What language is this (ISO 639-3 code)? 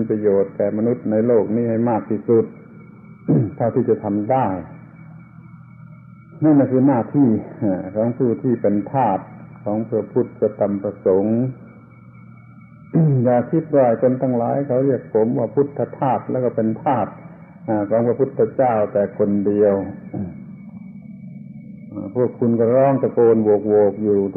tha